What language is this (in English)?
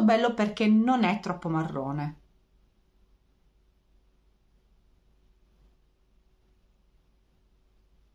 Italian